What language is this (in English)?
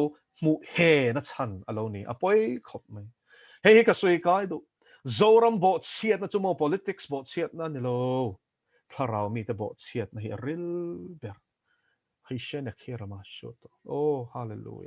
Mizo